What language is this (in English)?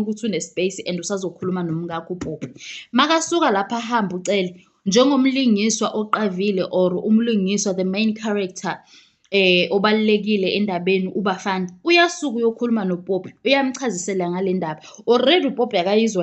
Zulu